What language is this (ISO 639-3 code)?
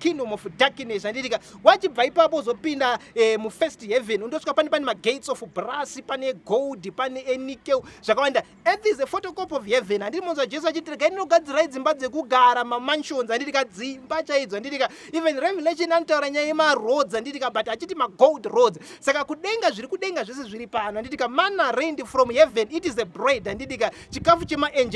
sna